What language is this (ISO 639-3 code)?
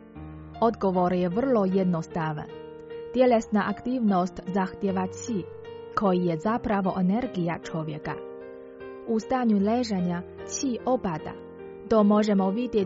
hrv